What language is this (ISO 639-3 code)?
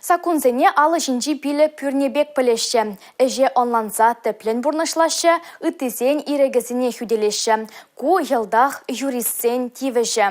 chv